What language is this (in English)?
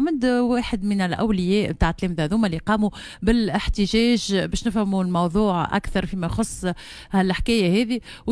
Tunisian Arabic